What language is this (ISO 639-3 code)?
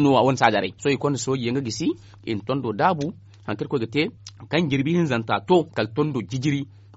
dje